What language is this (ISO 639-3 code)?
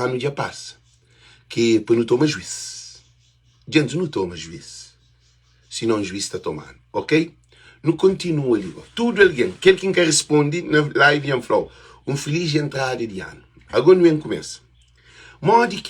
kea